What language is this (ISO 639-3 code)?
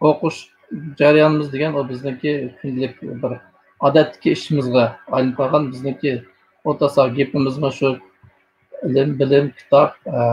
uig